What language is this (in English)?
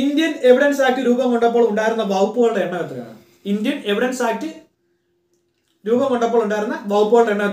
Malayalam